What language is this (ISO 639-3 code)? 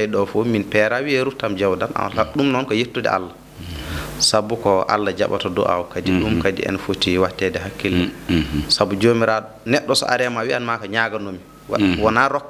ful